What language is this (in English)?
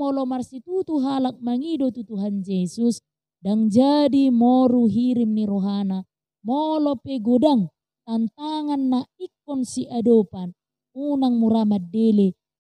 Batak Toba